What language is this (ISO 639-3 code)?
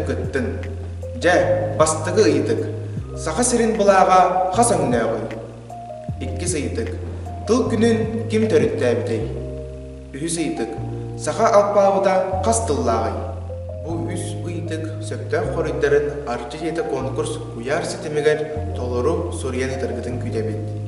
sah